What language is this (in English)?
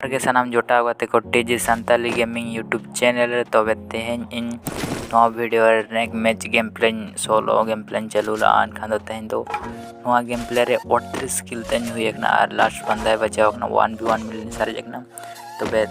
Santali